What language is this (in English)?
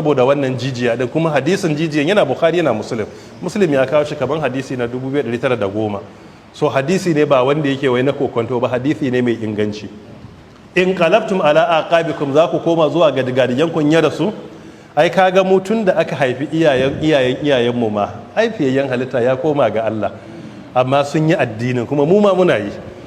Hausa